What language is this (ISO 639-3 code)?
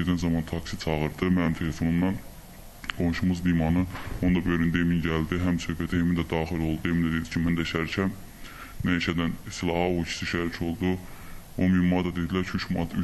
aze